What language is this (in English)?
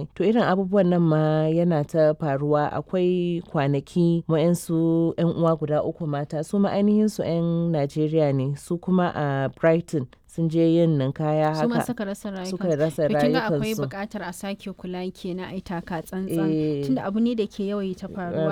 Hausa